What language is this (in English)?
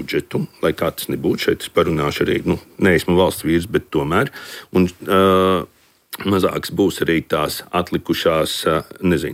Latvian